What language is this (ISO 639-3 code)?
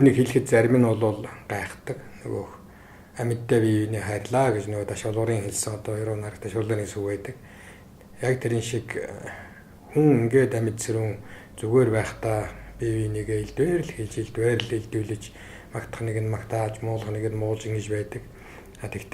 mon